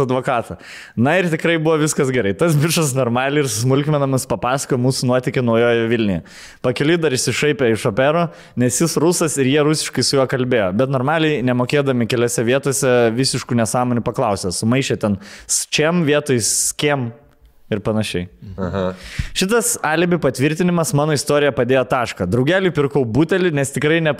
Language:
Lithuanian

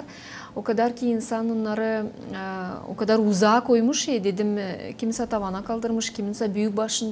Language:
Gagauz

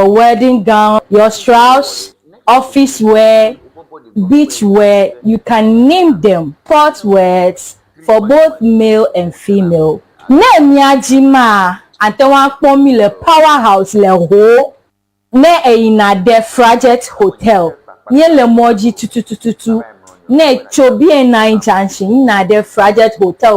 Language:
Ewe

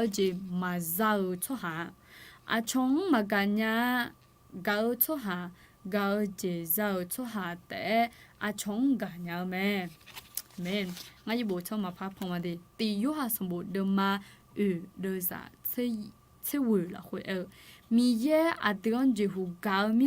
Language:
Akha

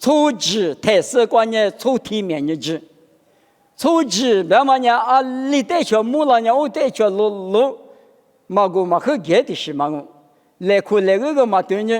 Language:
Lisu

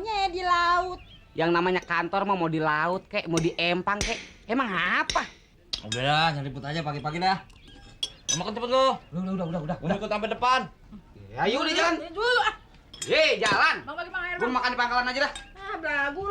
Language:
Betawi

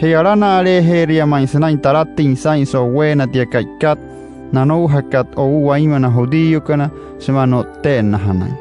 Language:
Wayuu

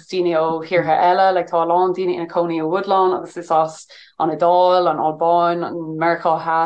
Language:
Irish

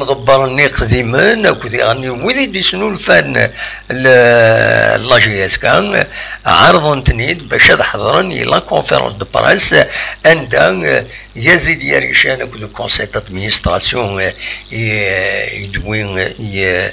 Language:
Kabyle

